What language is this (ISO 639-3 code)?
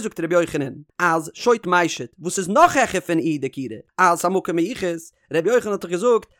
yid